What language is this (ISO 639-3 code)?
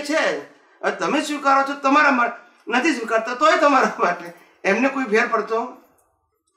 guj